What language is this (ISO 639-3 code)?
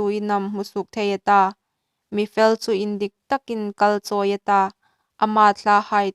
hmr